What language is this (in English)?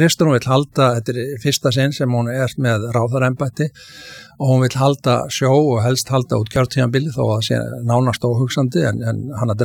Icelandic